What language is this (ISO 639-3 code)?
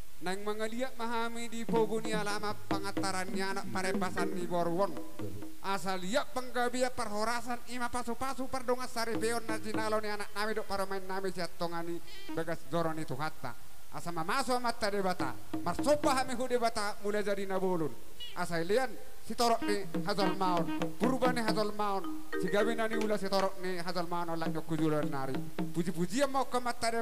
bbc